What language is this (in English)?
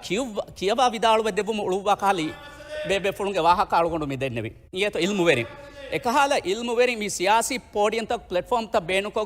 Divehi